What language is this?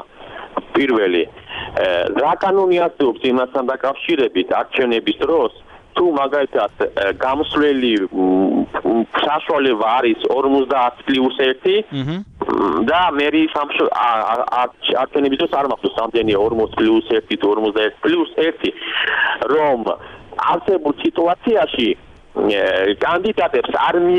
Georgian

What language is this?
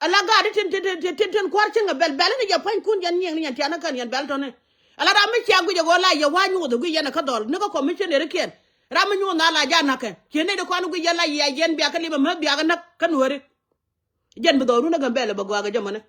Nuer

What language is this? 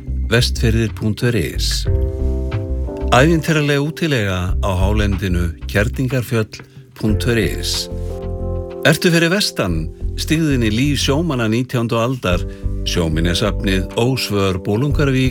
Icelandic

